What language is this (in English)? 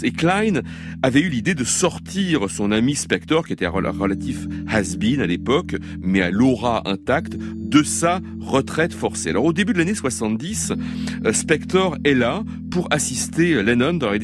French